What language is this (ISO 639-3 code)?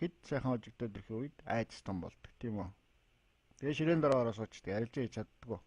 mon